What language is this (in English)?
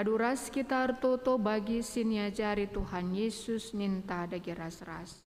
Batak Karo